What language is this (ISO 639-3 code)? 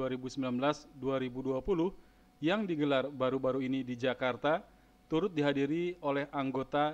ind